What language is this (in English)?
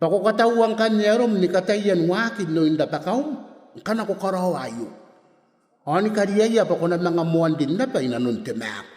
Gilbertese